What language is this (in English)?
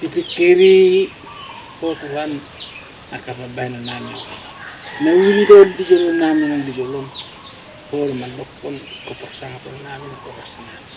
Batak Toba